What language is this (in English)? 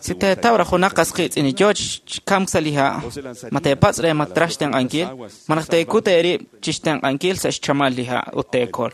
Kekchí